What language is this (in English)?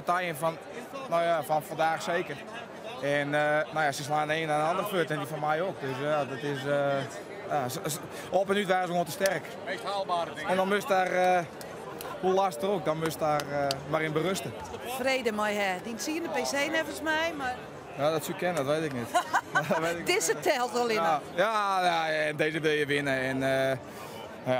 Western Frisian